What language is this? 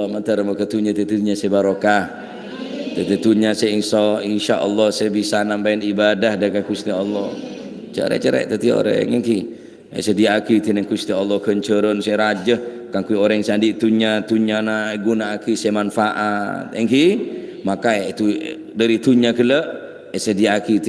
Madurese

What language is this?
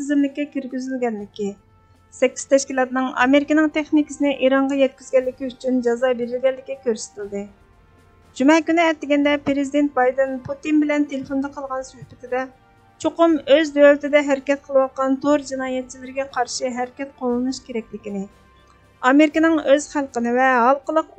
Uyghur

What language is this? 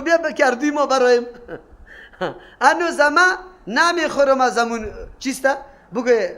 Persian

